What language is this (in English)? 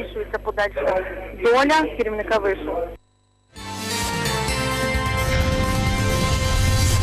Ukrainian